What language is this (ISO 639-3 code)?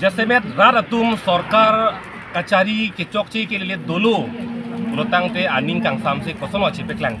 mjw